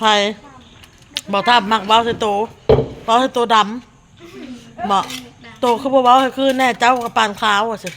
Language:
Northeastern Thai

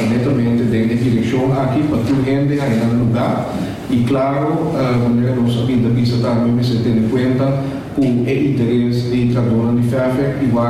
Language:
Papiamento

